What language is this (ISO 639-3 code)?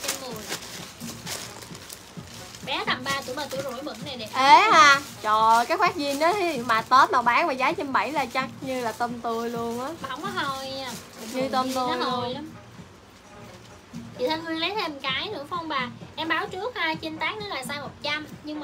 vie